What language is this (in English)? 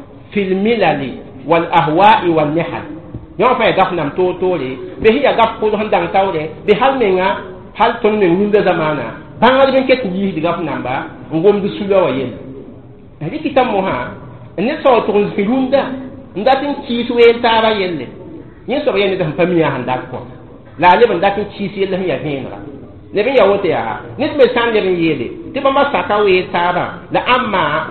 Mossi